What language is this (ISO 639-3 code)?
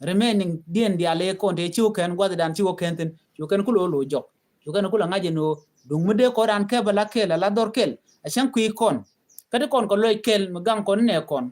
nus